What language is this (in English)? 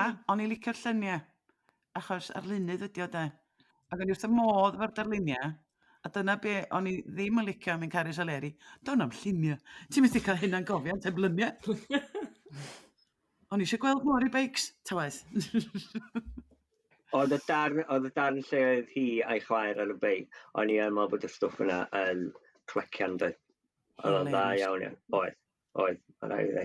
Welsh